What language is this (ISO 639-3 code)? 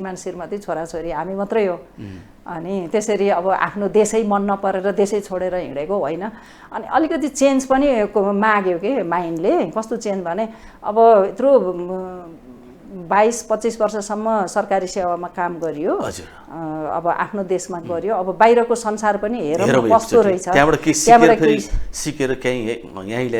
nep